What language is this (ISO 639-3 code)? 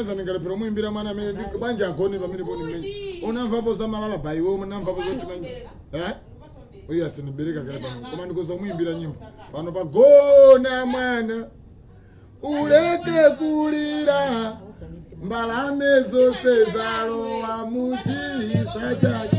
nya